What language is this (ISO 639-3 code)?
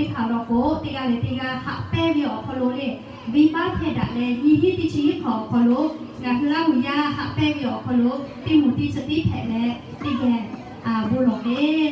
lhu